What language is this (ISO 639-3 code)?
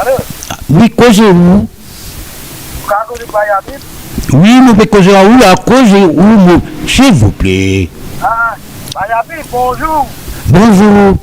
mfe